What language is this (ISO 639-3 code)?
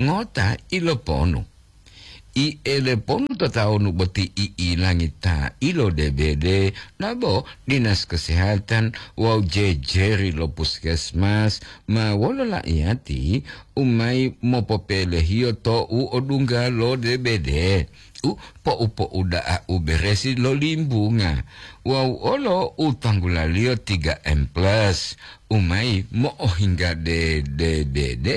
gor